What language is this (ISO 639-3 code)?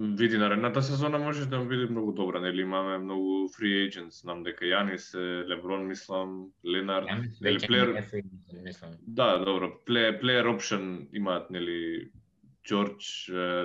mkd